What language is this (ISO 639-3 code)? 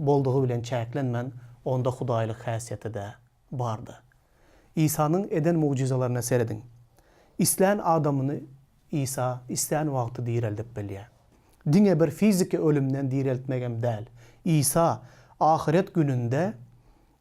tuk